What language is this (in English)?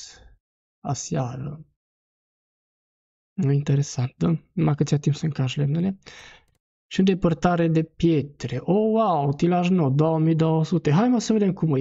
Romanian